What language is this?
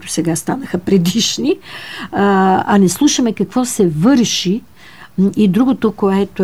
Bulgarian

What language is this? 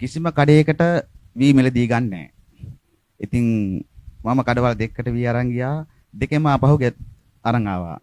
Sinhala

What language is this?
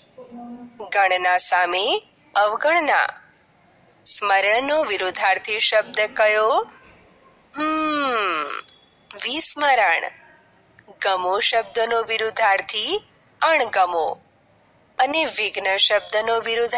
Gujarati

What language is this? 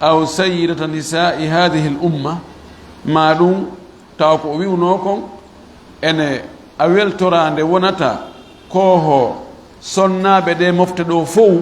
Fula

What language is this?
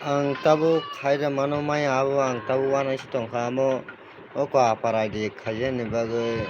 Kok Borok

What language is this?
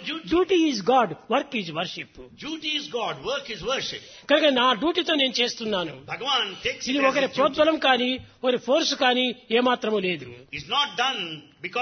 Telugu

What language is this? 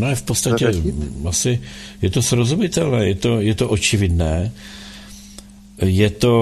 Czech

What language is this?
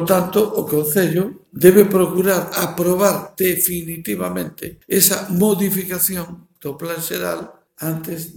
Galician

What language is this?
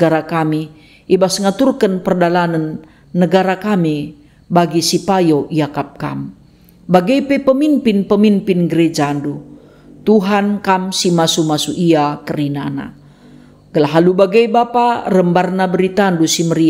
Batak Karo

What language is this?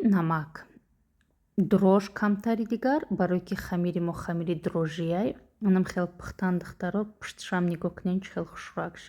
Tajik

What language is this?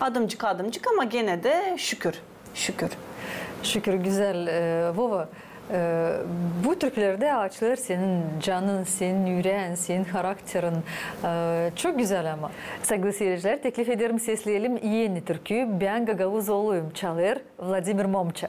Gagauz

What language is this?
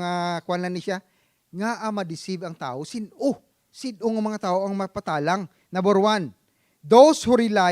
Hiligaynon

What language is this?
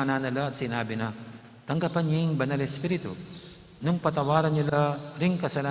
Pampanga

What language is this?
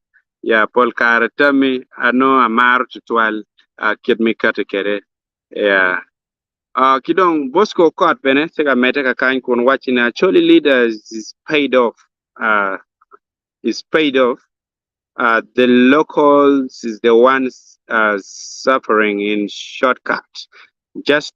Acoli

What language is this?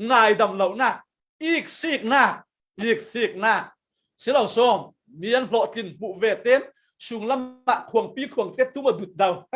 Falam Chin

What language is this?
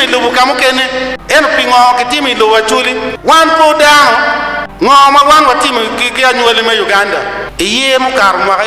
Acoli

